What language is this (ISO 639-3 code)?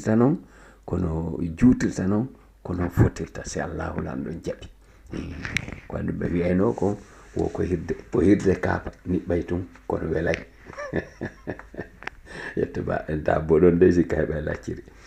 ful